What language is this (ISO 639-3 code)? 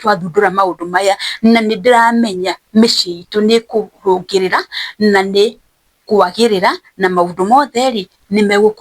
kik